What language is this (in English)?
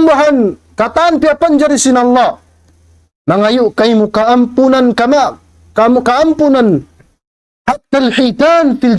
Tausug